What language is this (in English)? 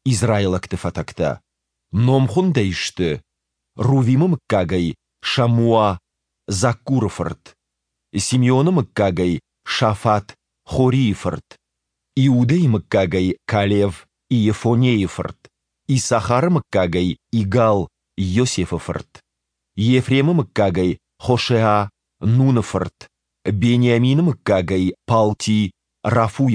Ossetic